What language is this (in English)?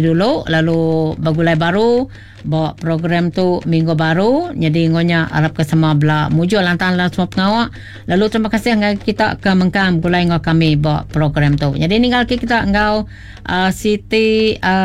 Iban